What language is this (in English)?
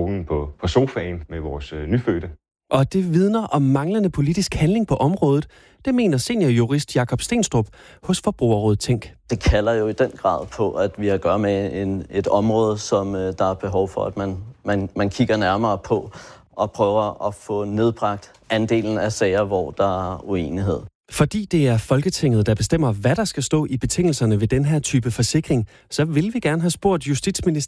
Danish